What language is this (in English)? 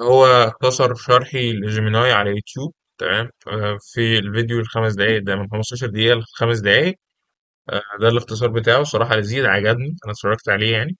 Egyptian Arabic